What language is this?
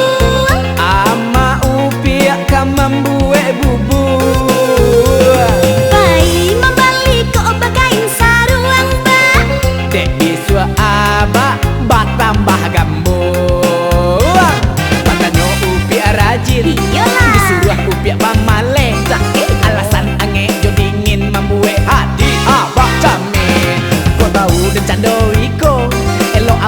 Minangkabau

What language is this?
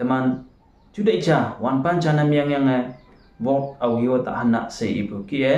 Konyak Naga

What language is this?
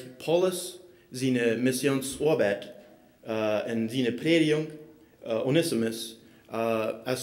Plautdietsch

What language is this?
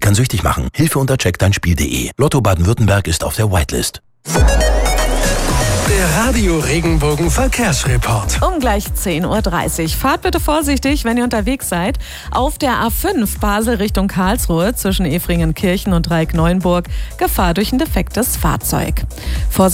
German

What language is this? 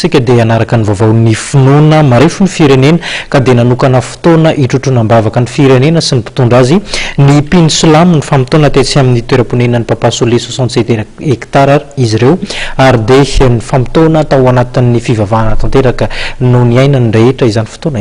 Malagasy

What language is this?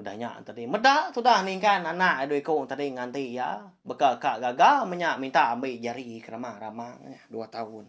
Iban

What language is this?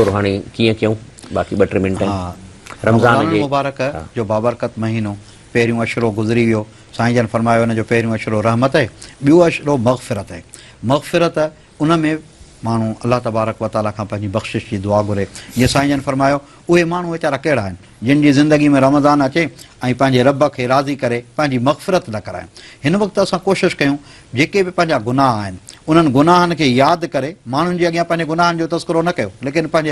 Sindhi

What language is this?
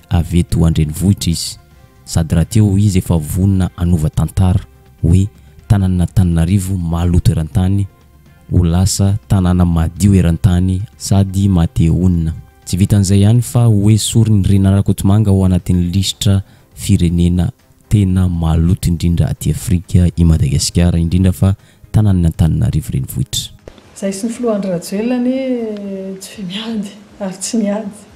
Malagasy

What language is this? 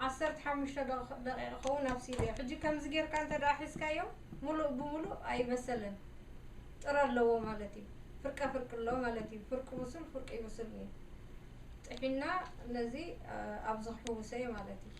Tigrinya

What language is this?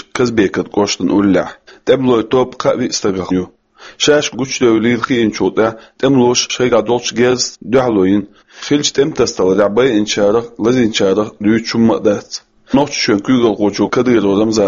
Chechen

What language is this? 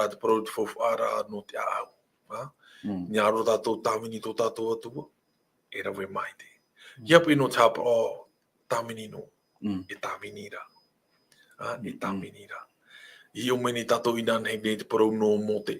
Tahitian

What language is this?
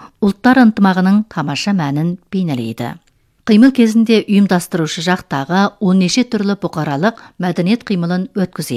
Kazakh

